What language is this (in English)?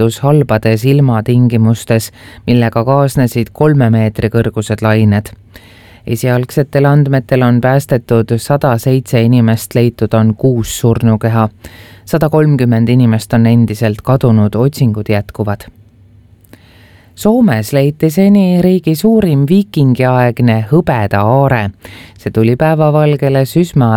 Estonian